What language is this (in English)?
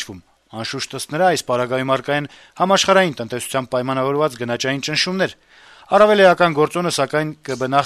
Armenian